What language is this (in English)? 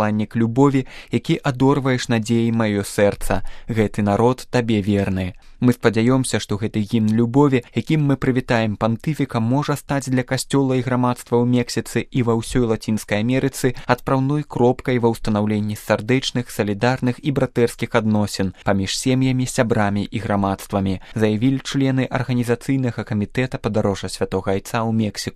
Belarusian